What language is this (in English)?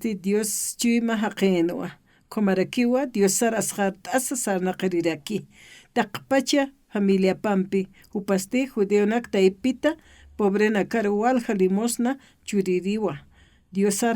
Aymara